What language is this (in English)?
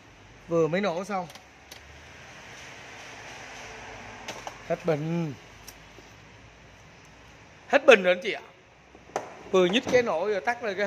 Vietnamese